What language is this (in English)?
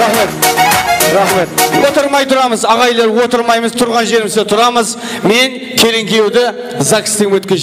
Kara-Kalpak